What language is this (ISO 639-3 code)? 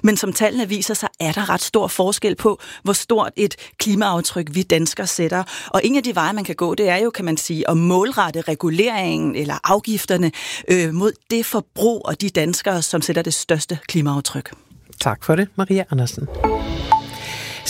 dan